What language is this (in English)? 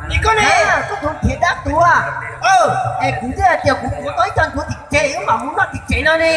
Hmong